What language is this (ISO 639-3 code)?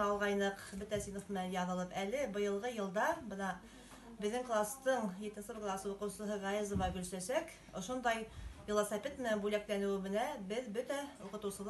bak